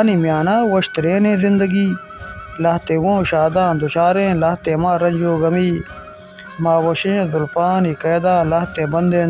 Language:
Baluchi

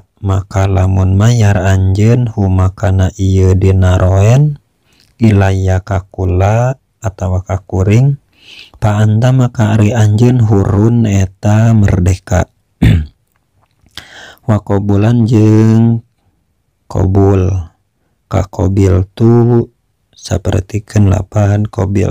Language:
Sundanese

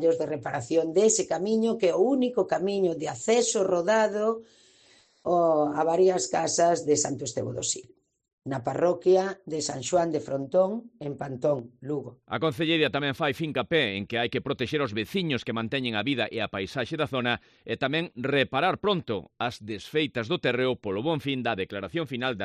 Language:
Galician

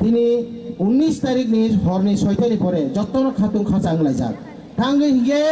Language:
Kok Borok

